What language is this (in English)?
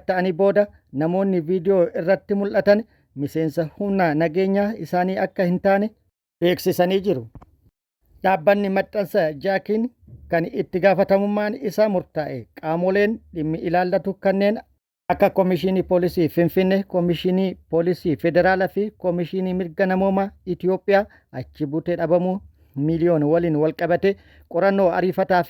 Oromo